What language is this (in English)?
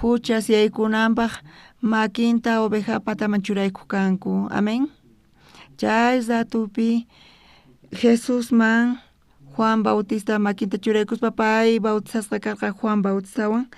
South Bolivian Quechua